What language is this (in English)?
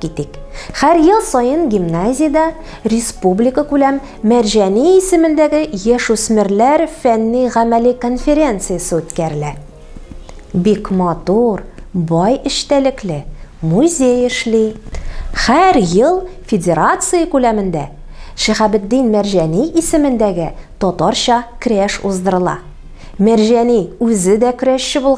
Tatar